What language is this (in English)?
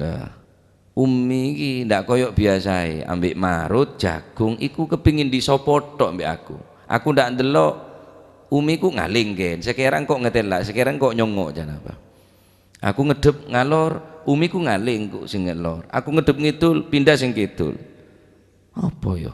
Madurese